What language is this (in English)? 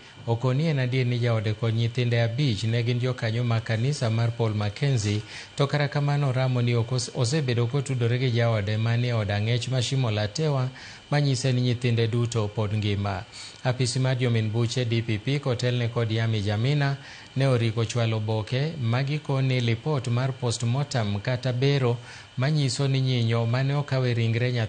Luo (Kenya and Tanzania)